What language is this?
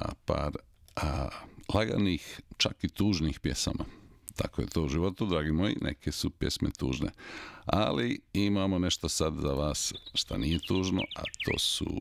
Bosnian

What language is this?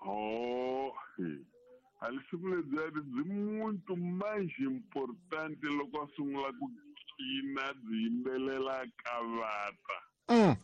Tsonga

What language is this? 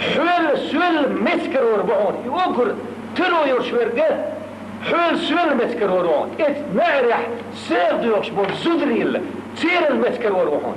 Chechen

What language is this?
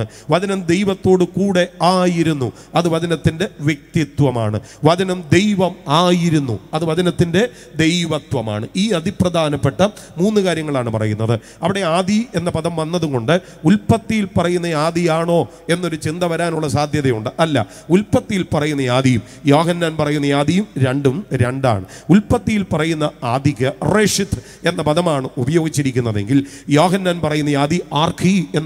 Malayalam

